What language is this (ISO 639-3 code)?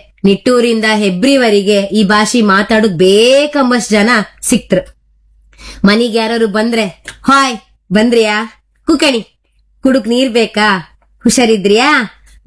kan